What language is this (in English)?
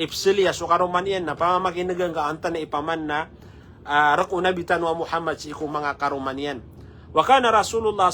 Maranao